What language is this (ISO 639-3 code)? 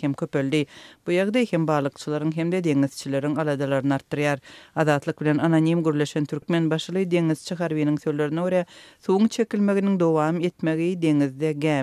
tuk